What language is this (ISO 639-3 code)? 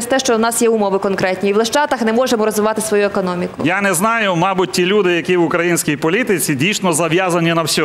ukr